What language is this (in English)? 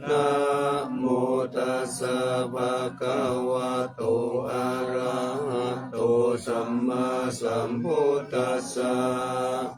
Pali